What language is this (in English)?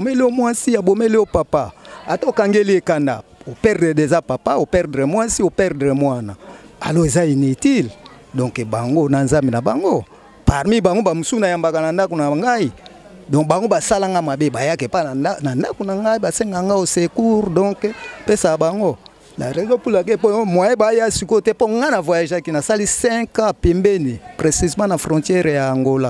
Lingala